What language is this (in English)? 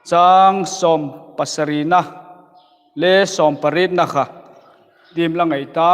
Hmar